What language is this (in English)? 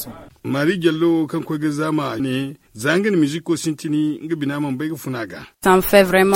Zarma